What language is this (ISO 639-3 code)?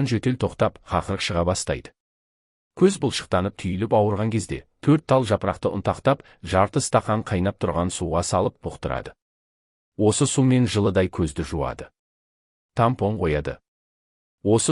kaz